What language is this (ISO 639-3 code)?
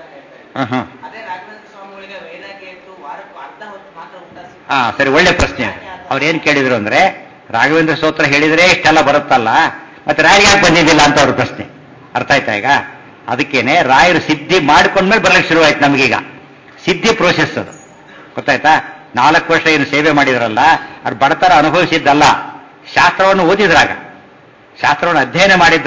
kan